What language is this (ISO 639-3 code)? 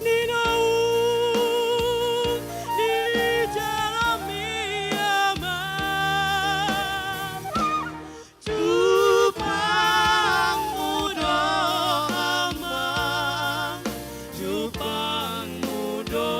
bbc